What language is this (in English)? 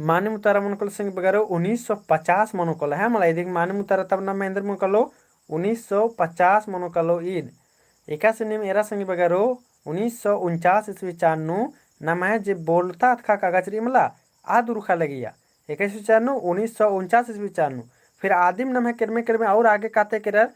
Kurukh